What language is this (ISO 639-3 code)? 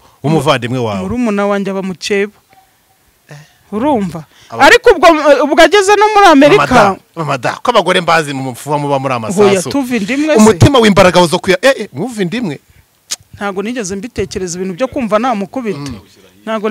kin